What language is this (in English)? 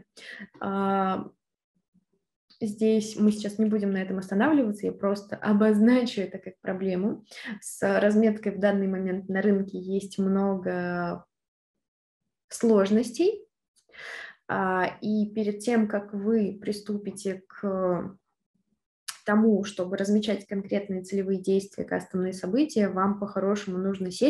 Russian